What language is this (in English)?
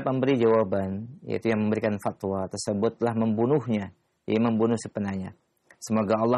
Indonesian